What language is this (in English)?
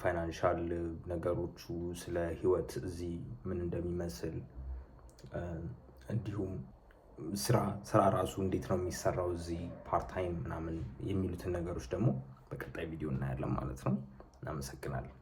Amharic